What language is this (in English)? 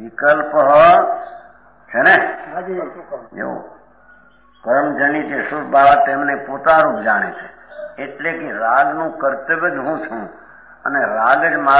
Gujarati